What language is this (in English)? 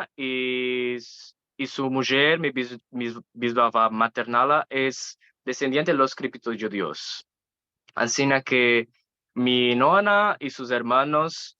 Ladino